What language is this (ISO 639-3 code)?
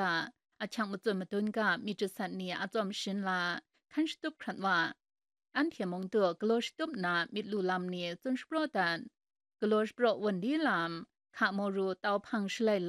kac